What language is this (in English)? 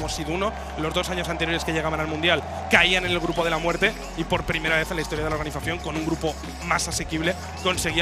Spanish